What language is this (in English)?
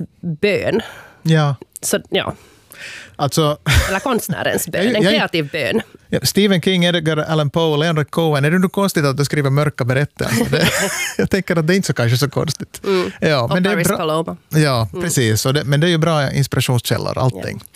Swedish